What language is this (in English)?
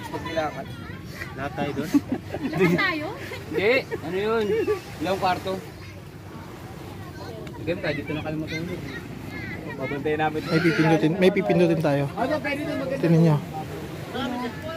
Filipino